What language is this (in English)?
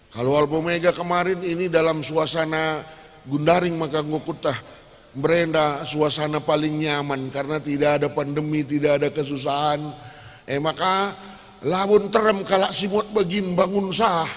Batak Karo